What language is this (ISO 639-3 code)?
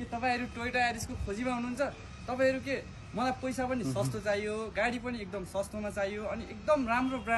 nep